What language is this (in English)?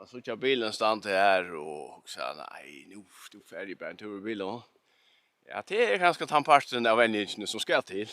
Faroese